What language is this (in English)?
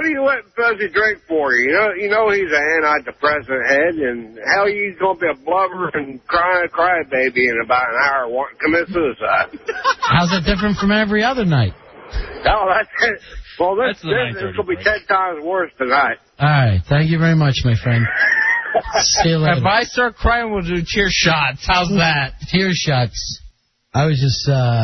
English